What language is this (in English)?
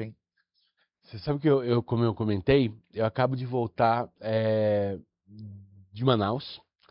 Portuguese